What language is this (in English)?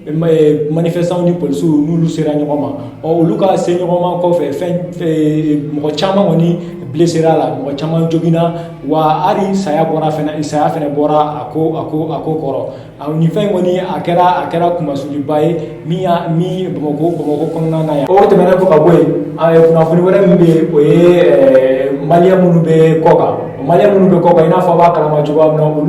Bambara